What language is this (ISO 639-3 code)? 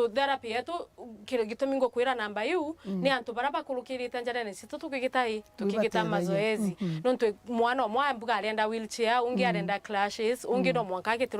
mer